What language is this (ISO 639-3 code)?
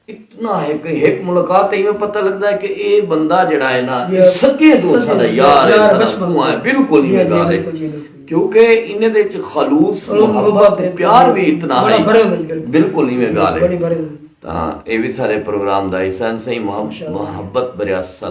skr